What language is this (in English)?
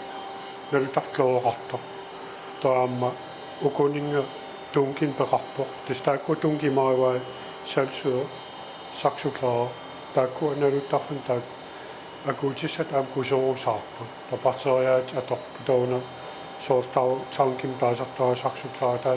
Kalaallisut